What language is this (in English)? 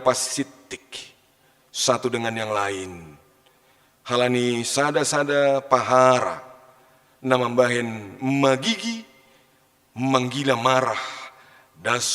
Batak Simalungun